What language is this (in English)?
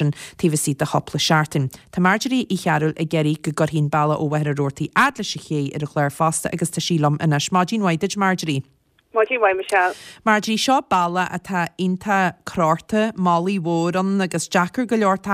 Irish